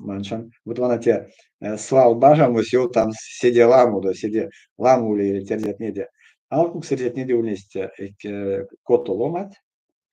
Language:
Erzya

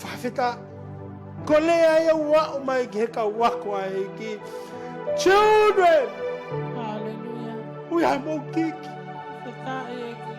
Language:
Tongan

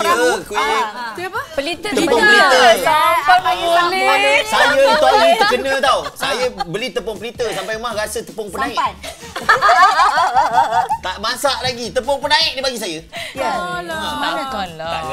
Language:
Malay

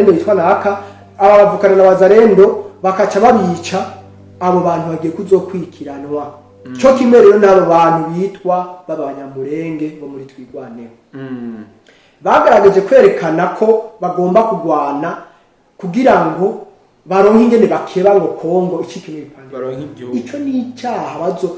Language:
Rundi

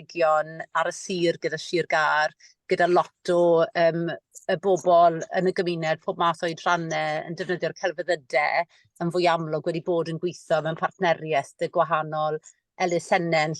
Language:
Welsh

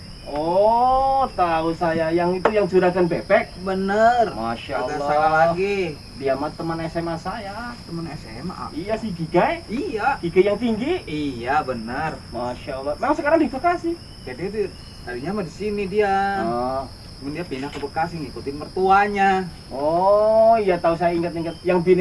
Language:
Betawi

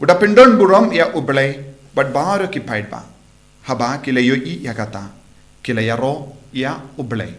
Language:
Khasi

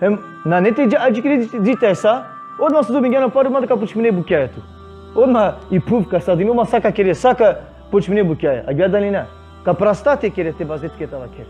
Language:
Balkan Romani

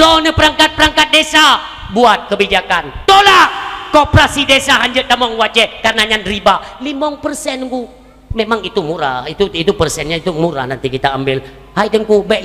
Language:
Achinese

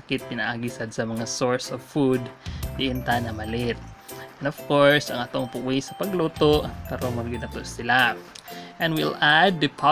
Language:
Cebuano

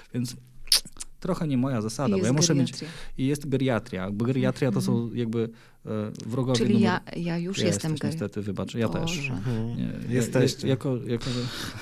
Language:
Polish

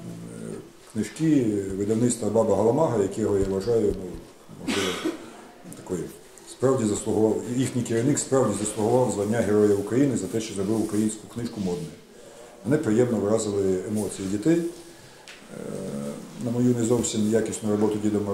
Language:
Ukrainian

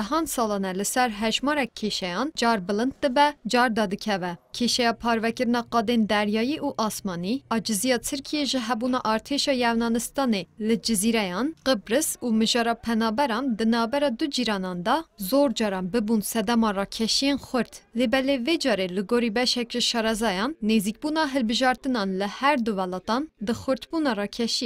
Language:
Kurdish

